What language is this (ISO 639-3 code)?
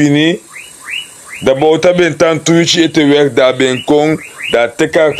srn